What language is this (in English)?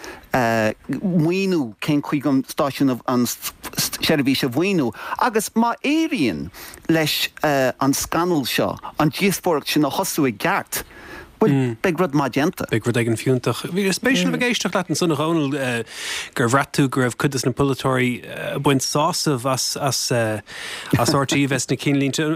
Irish